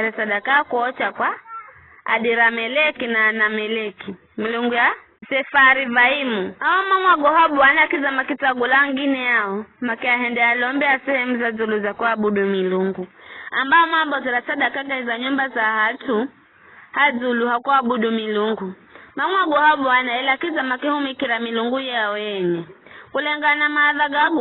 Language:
Giryama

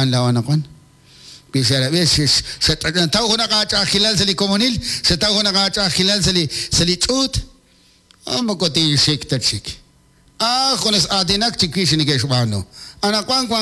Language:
Kekchí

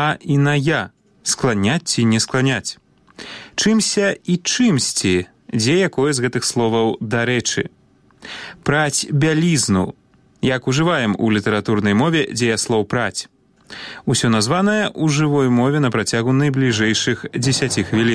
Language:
Belarusian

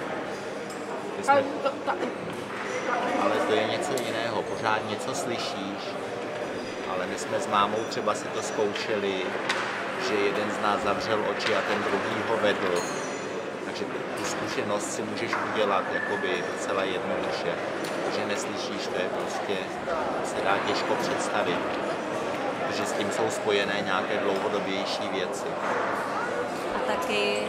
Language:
Czech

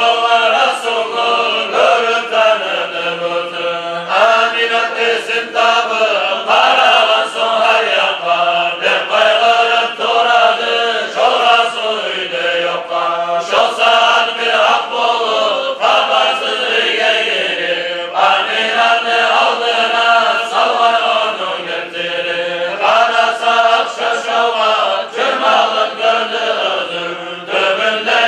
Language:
Kumyk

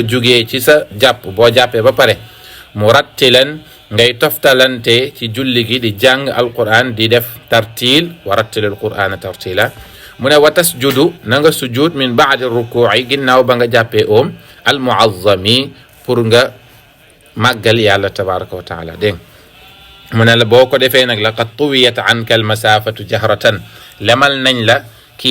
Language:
Wolof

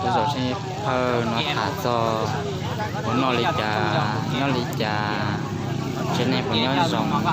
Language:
Hmong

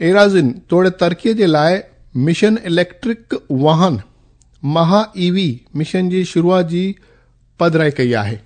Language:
Sindhi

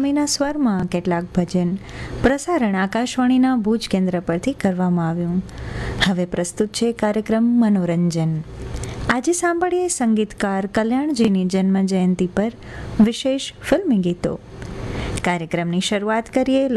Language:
Gujarati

